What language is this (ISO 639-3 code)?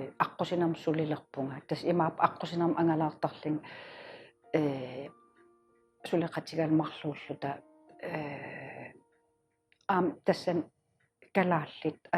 kal